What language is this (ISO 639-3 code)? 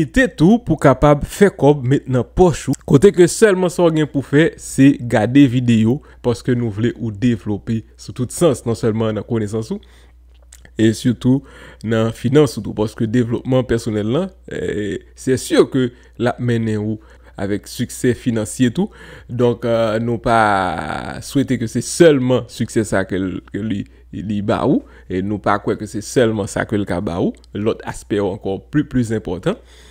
hat